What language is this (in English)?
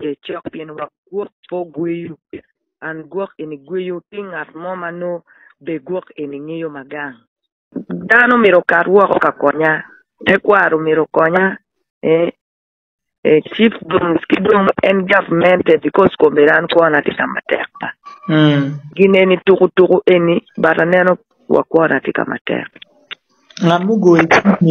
Acoli